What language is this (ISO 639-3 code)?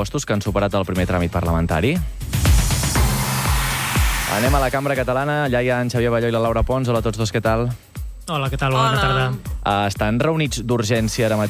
cat